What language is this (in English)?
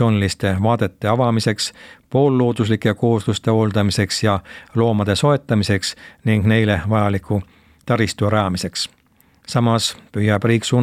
Estonian